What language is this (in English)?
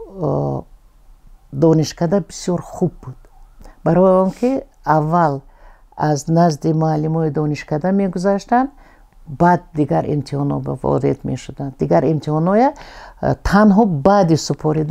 Tajik